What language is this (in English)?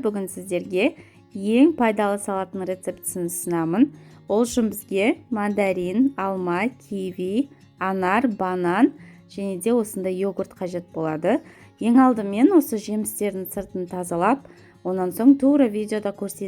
Kazakh